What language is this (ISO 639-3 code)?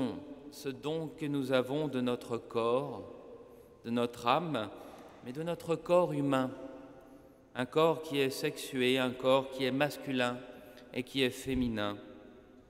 fra